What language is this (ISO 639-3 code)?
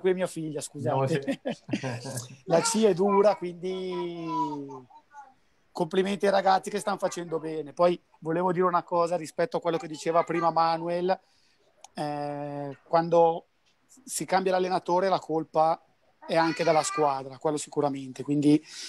ita